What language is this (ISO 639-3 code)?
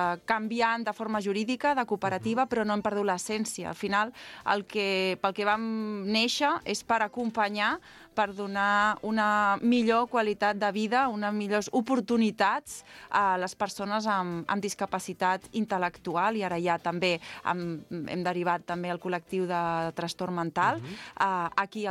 cat